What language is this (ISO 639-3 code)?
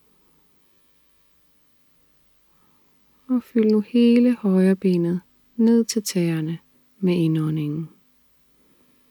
dan